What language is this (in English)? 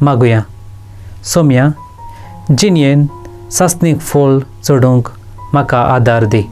Konkani